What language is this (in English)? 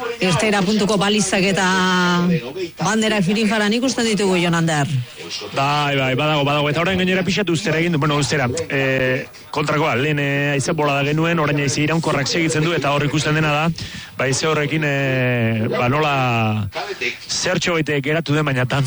Basque